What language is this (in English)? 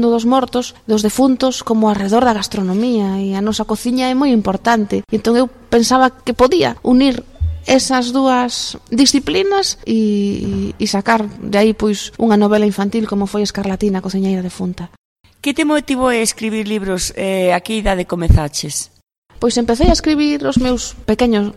Galician